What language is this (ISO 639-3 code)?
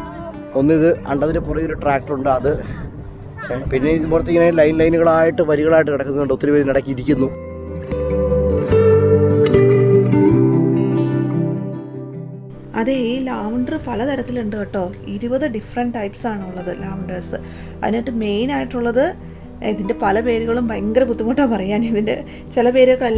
mal